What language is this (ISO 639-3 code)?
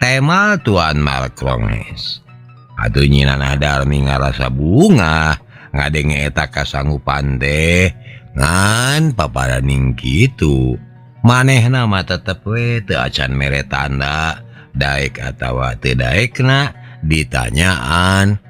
sun